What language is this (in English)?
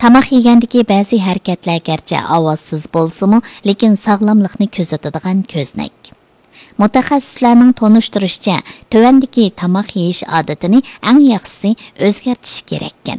Uyghur